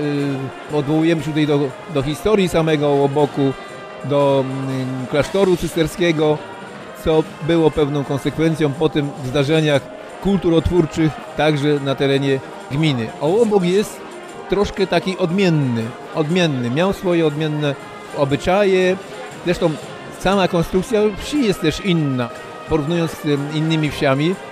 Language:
Polish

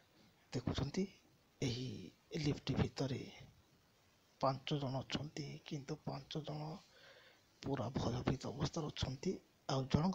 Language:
Odia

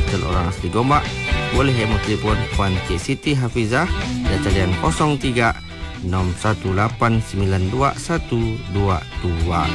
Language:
Malay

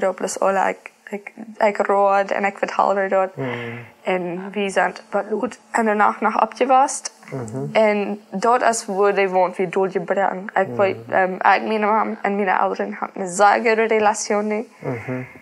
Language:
Plautdietsch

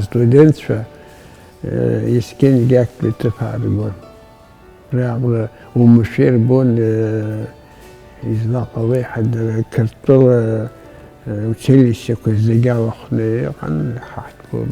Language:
Abkhazian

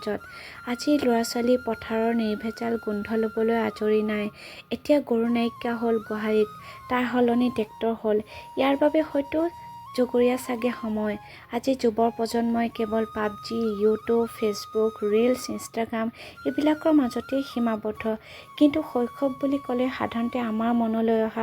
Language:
Assamese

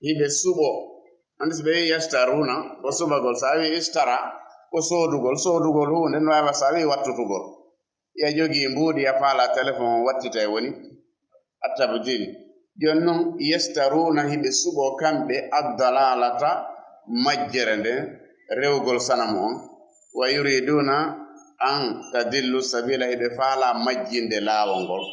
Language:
Fula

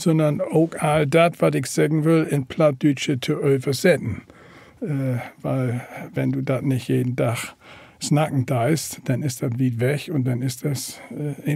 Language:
Low German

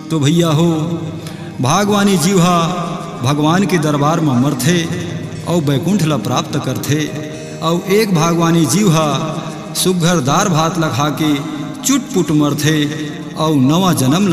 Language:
Chhattisgarhi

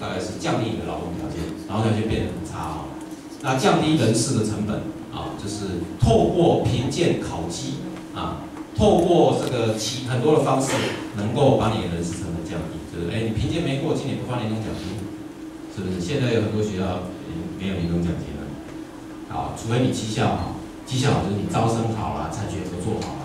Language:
Chinese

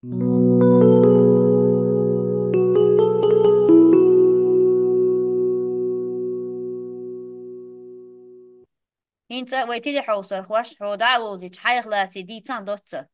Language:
Chechen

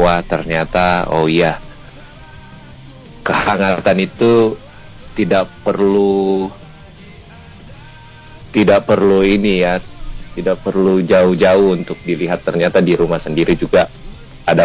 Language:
Indonesian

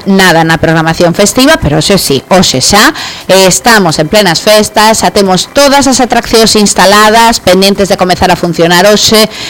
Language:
Galician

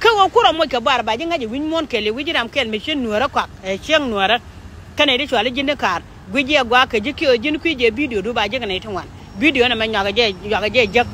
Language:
Nuer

